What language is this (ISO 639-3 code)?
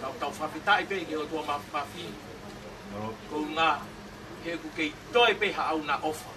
ton